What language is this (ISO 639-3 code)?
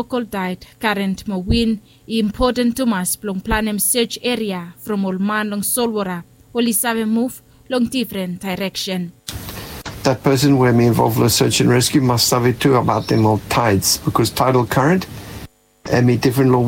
bis